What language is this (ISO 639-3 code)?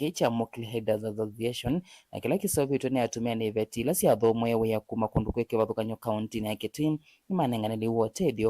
kam